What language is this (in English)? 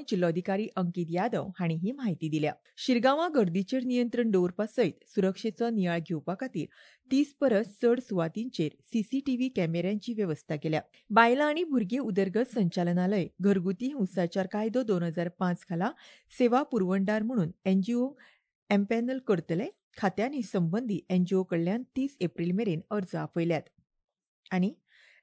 Konkani